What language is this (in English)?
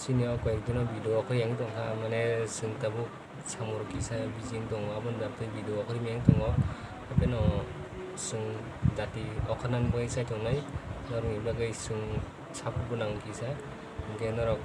Kok Borok